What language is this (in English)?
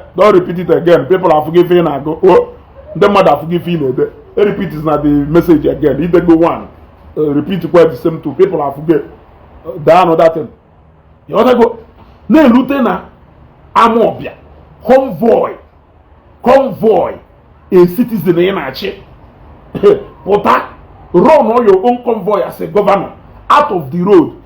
Igbo